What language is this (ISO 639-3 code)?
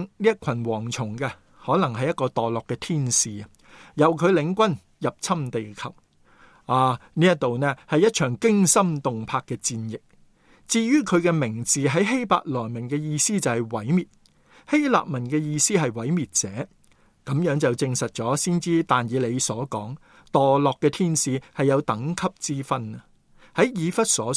yue